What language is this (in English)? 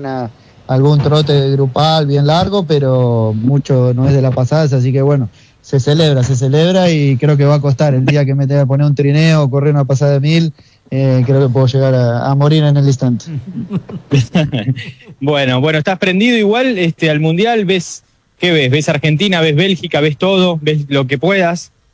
Spanish